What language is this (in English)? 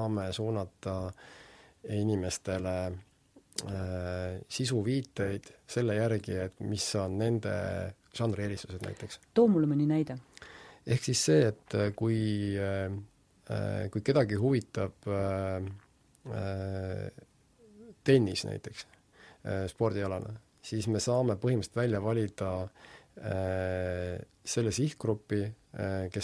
Estonian